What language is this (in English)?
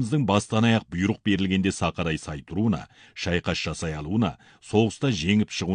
Kazakh